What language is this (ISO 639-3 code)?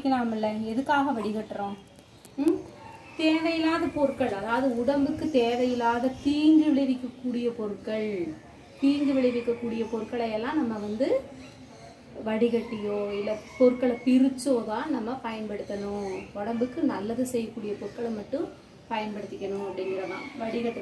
tam